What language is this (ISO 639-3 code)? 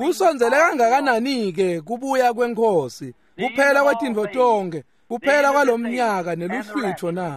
ssw